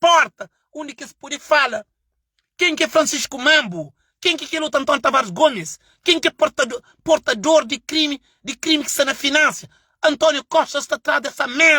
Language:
Kabuverdianu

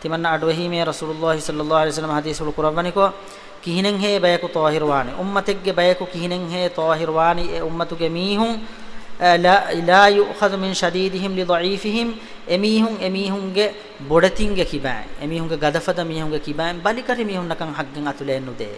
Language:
Divehi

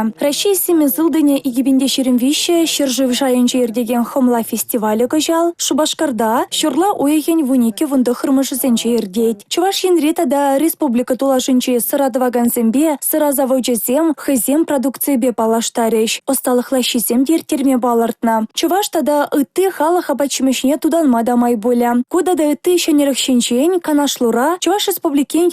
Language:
Chuvash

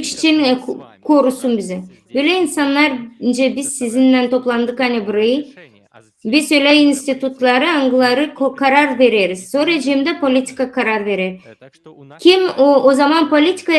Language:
Gagauz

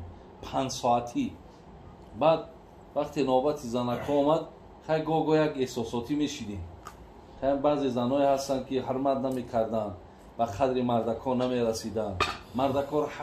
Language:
Tajik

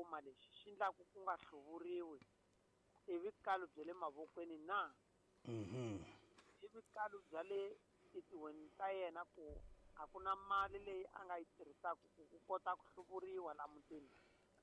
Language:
Tsonga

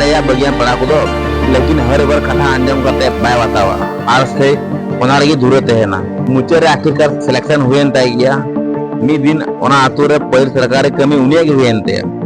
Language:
Santali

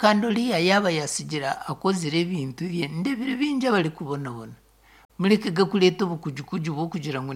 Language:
Nyankole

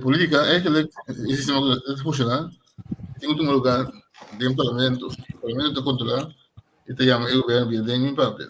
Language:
Papiamento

